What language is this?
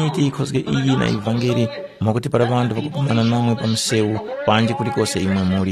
Tumbuka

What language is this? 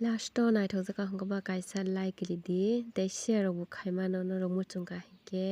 Kok Borok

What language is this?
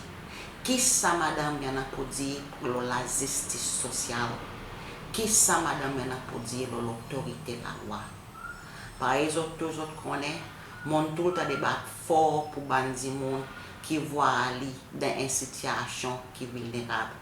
Seselwa Creole French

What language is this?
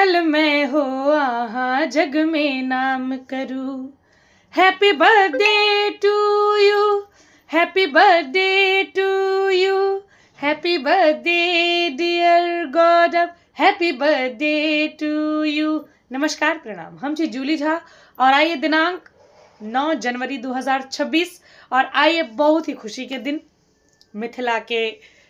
Maithili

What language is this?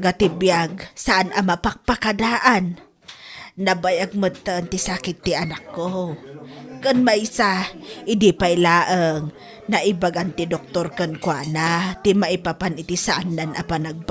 Iloko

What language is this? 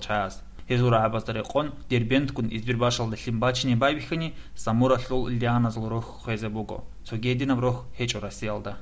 Avaric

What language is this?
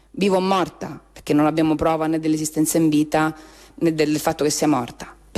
Italian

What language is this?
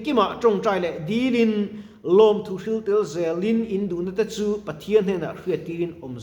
Mizo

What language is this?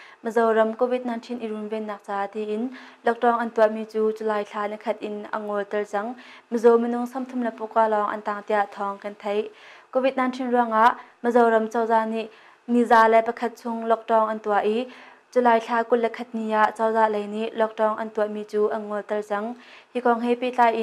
Hakha Chin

